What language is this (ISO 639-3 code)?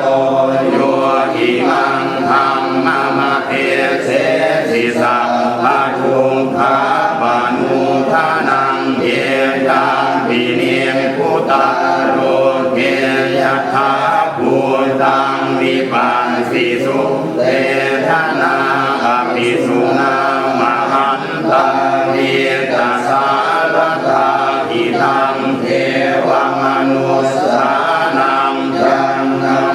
pli